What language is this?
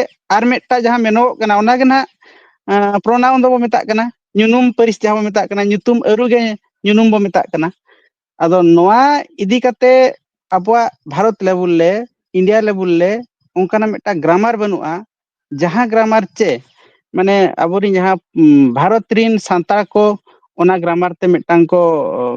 Santali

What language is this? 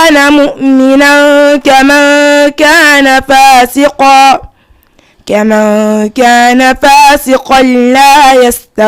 Fula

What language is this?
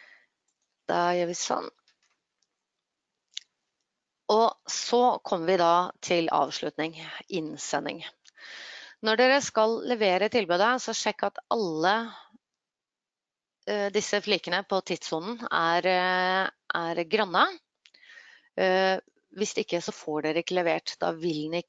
Norwegian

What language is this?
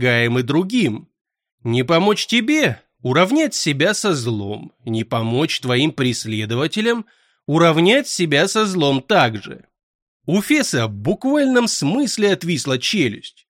Russian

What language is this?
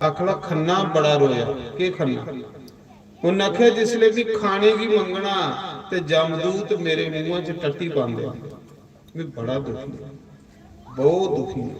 Dogri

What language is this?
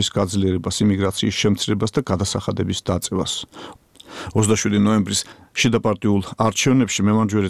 Georgian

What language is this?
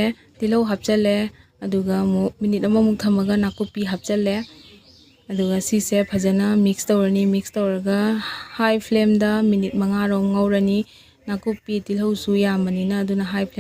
Manipuri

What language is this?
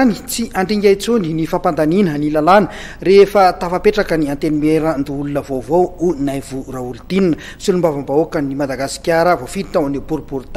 Malagasy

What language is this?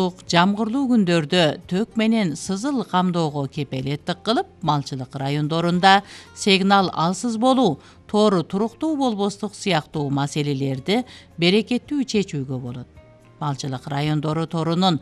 Kyrgyz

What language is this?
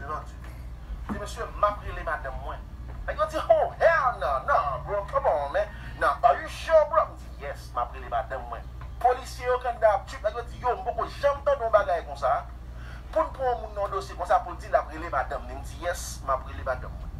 Haitian Creole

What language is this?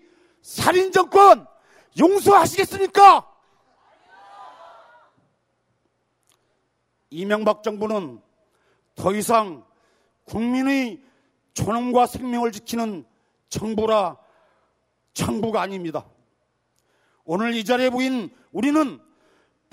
Korean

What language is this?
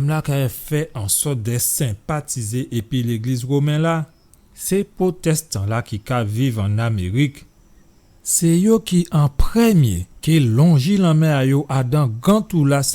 Guadeloupean Creole French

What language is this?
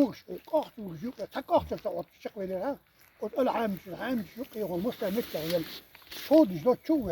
Chechen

